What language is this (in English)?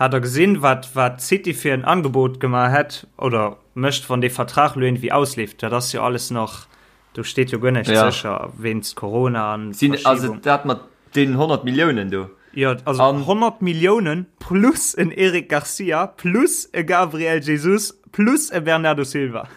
Luxembourgish